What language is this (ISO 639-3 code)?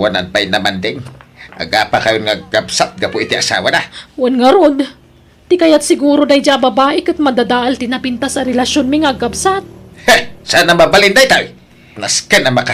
ilo